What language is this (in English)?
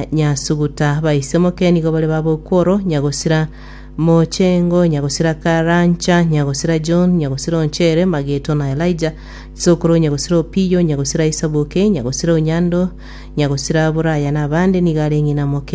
Gusii